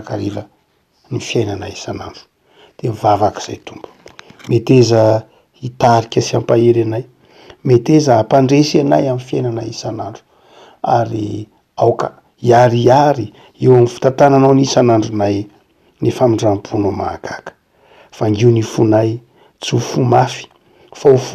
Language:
Malagasy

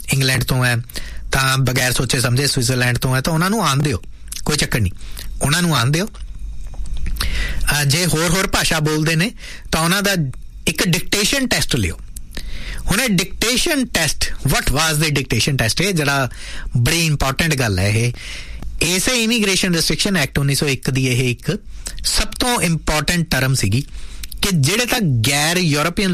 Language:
Punjabi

